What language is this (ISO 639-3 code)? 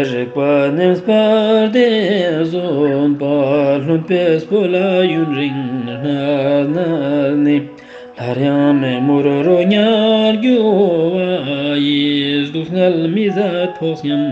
lbj